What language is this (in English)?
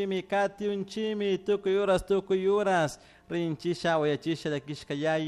Chimborazo Highland Quichua